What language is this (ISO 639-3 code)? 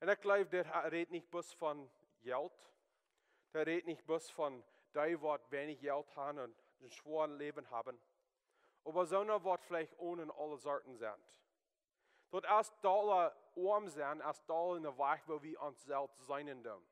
pdt